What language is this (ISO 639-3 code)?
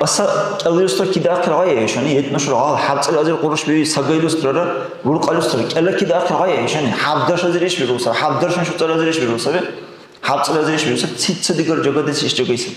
dar